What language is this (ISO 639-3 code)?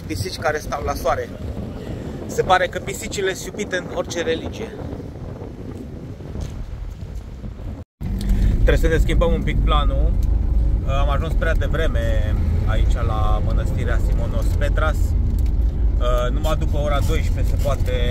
ron